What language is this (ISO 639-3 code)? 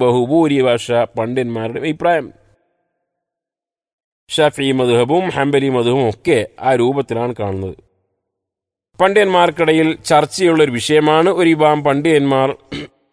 mal